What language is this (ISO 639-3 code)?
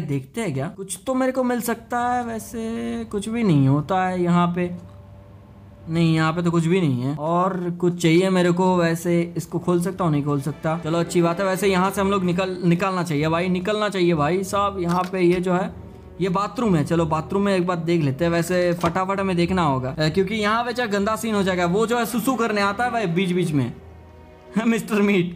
hin